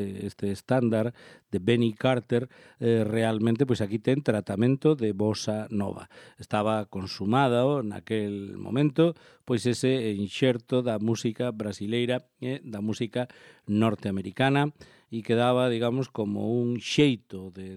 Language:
Galician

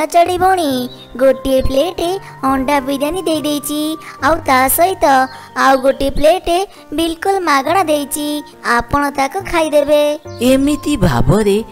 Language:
Odia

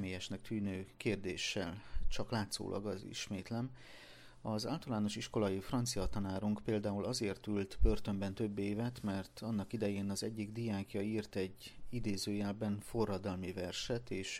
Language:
Hungarian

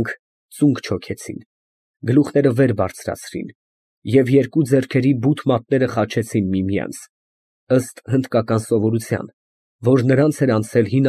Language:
Armenian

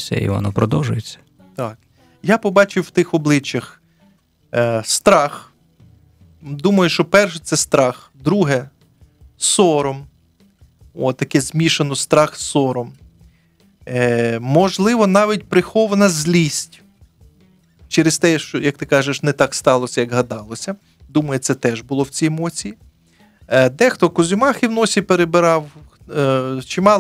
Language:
Ukrainian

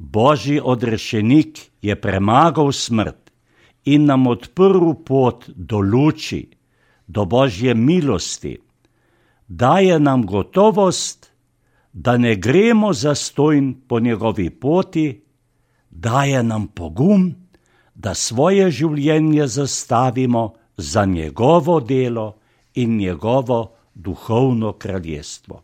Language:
Slovenian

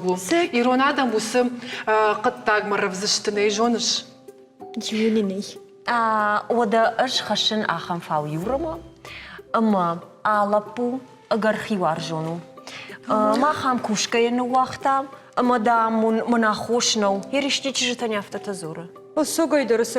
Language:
Ossetic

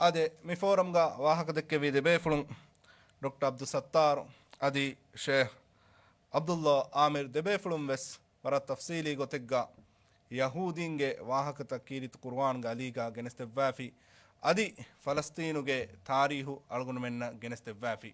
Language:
Divehi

